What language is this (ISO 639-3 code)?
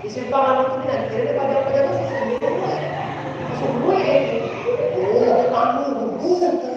min